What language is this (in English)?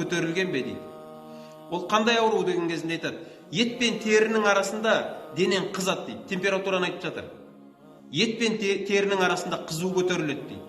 Kazakh